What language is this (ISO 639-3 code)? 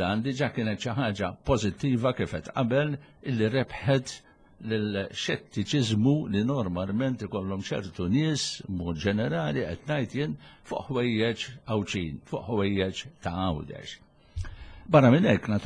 mlt